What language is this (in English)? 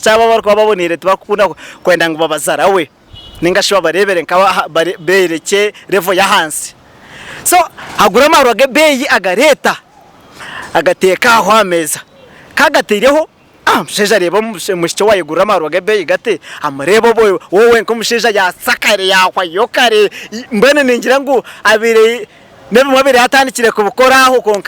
Nyankole